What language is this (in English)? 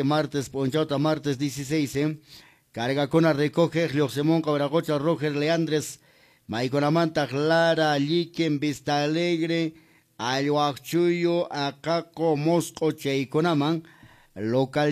Quechua